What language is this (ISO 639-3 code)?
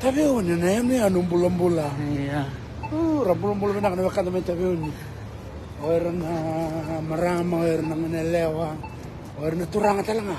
fij